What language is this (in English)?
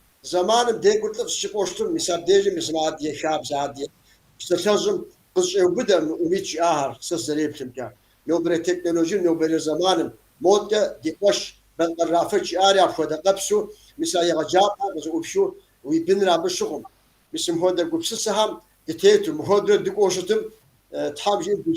Kabardian